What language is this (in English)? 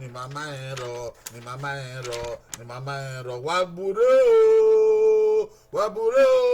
Bini